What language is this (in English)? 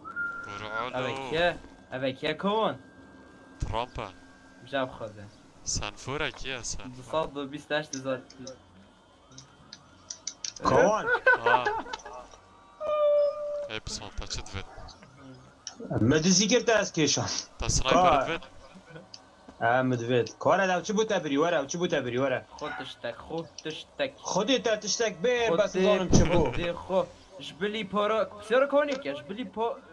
Persian